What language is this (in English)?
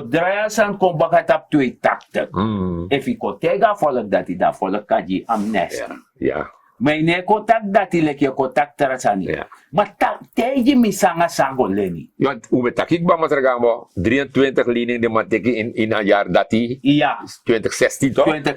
Sranan Tongo